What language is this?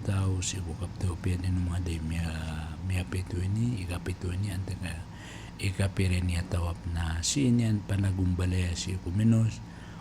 Maranao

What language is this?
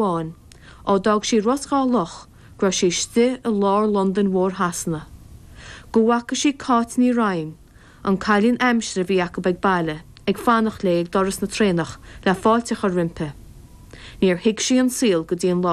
Irish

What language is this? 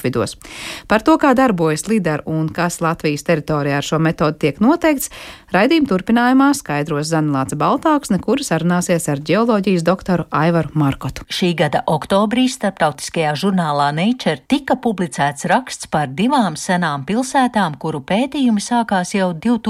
Latvian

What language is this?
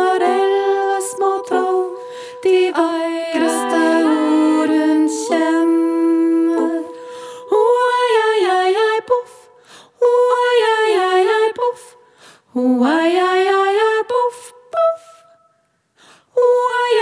Norwegian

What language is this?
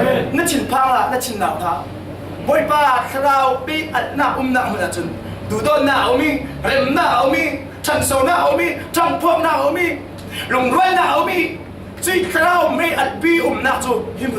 Falam Chin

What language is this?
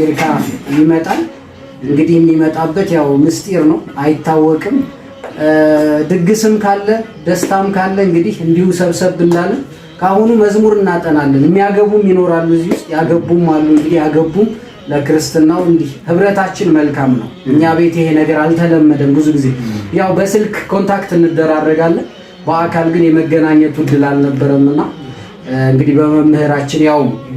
Amharic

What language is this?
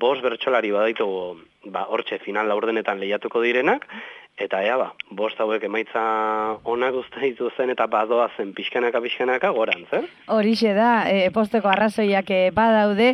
Basque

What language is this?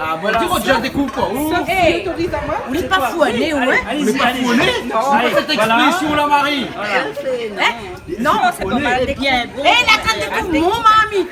Réunion Creole French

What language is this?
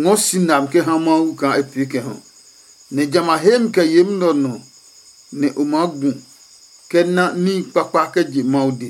Adangme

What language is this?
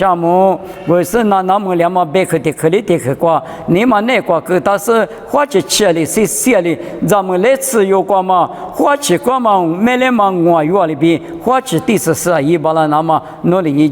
Lisu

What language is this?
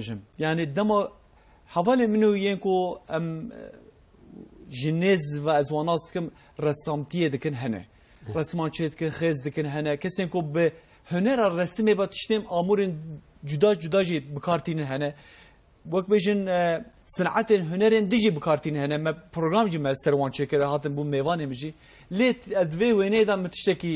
Kurdish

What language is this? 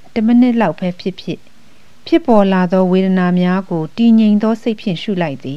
Burmese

